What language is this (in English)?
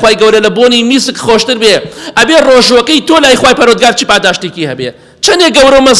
Central Kurdish